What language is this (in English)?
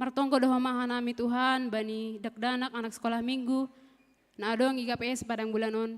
Batak Simalungun